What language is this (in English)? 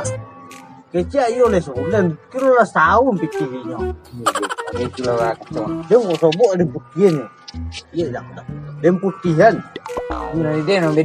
Minangkabau